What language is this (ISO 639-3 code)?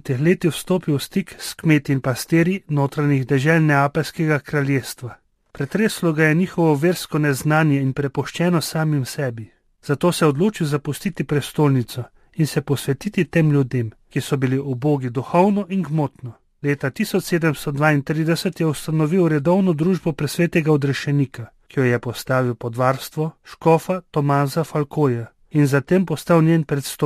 slv